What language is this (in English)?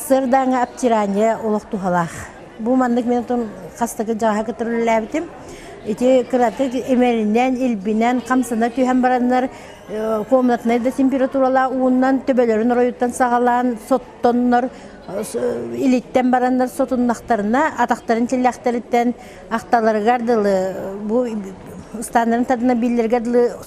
Yakut